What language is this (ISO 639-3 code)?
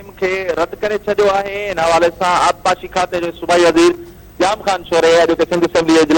snd